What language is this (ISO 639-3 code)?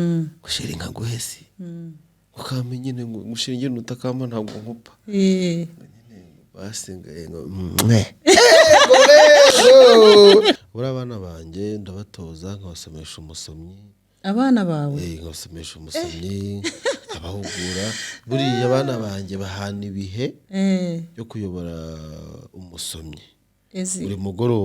kin